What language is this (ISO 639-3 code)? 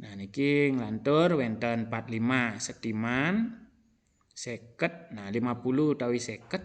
ban